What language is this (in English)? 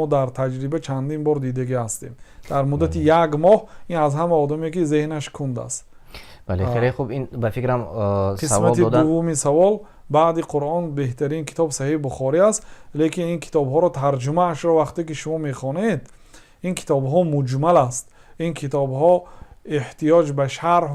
Tajik